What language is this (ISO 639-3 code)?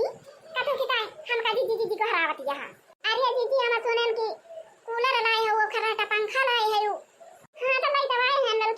awa